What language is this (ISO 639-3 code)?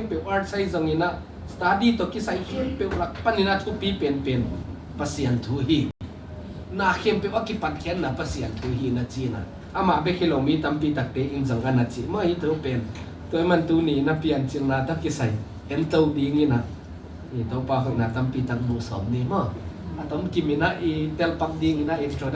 ctd